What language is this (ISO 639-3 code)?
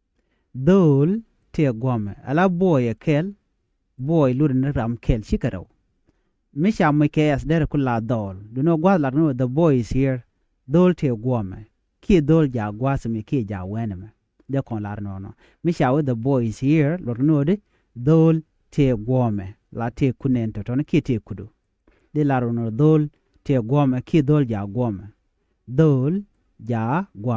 nus